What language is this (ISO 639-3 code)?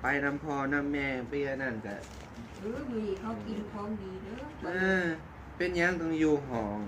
lao